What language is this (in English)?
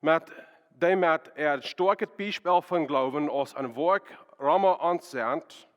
Plautdietsch